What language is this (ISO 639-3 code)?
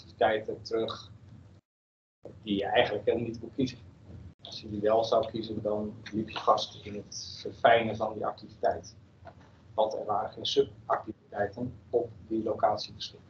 nld